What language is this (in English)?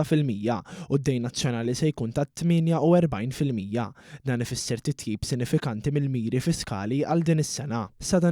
Maltese